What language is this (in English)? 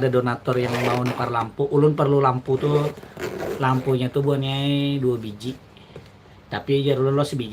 Banjar